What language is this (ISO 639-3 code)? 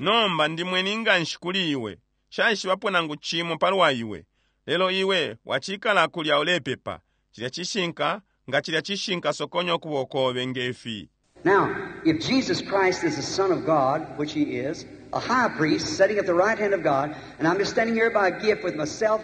bem